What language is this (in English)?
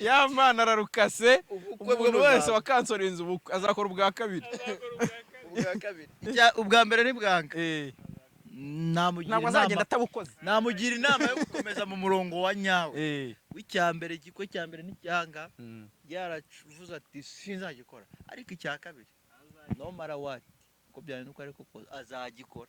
Kinyarwanda